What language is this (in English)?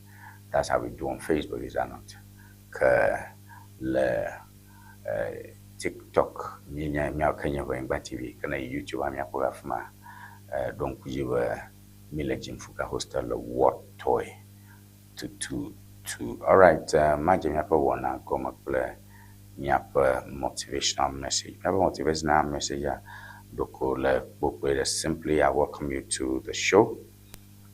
Ewe